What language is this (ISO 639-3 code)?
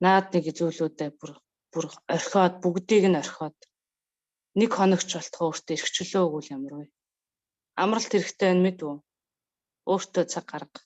mon